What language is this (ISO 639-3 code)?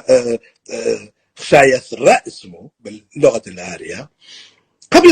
apc